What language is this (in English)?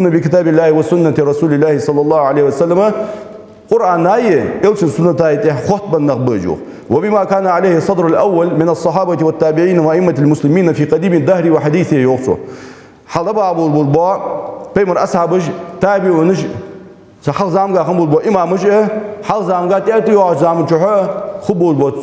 Ingush